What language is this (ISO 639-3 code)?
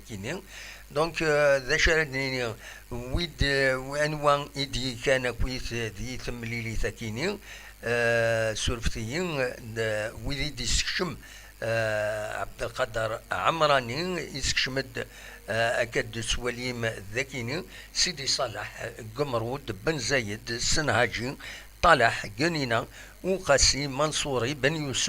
kab